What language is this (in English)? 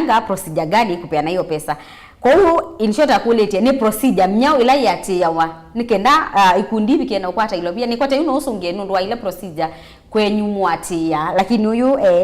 Kamba